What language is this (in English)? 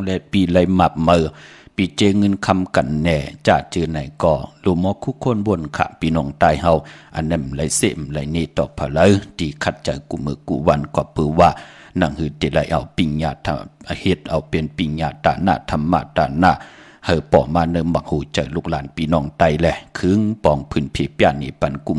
Shan